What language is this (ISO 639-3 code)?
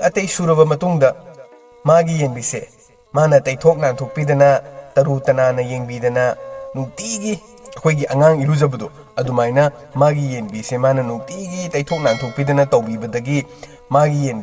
mni